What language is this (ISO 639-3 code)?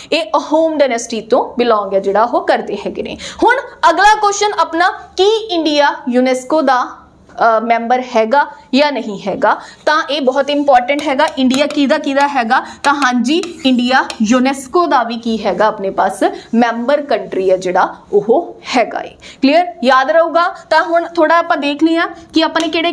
pan